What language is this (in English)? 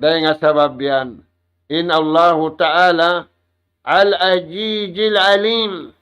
Tausug